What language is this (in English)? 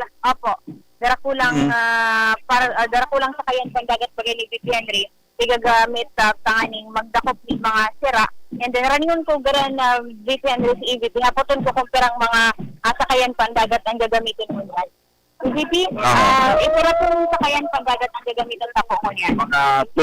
Bikol